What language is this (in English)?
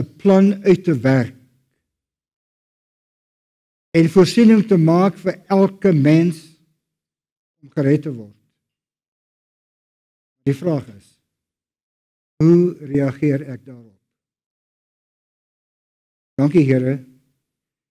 Afrikaans